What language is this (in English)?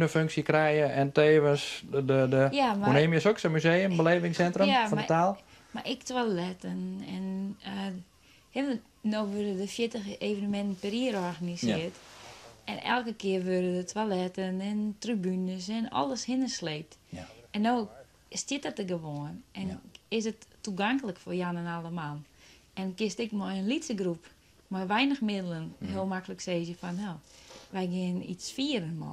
Western Frisian